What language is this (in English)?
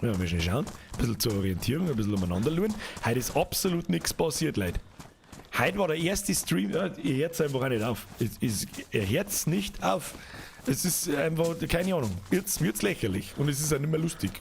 Bavarian